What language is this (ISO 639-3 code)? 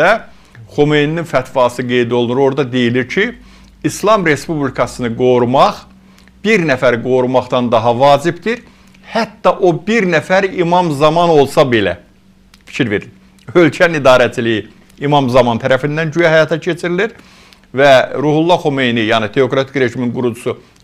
aze